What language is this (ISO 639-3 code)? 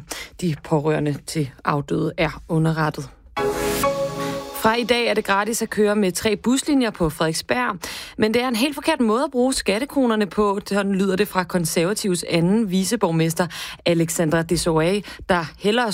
dan